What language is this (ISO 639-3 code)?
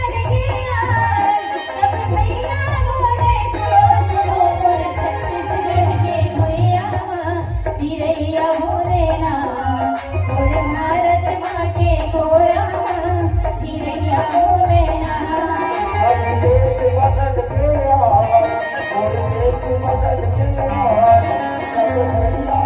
hne